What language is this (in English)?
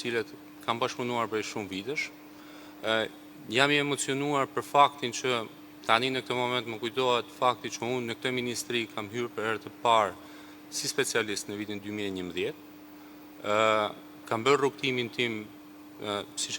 Albanian